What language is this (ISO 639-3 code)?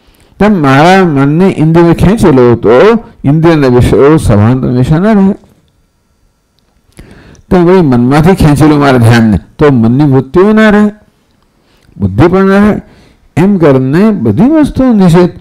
guj